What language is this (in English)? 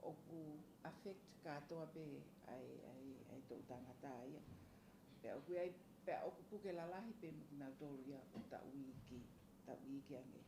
Tongan